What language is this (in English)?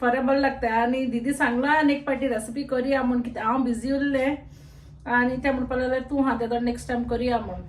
Konkani